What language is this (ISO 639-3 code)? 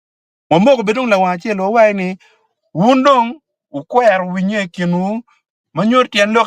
ach